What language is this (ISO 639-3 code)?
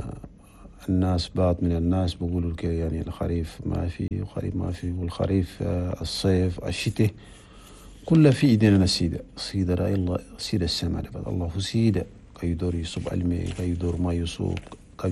shu